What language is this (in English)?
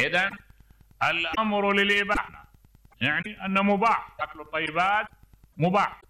Mesopotamian Arabic